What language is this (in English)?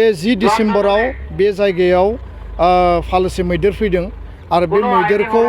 Bodo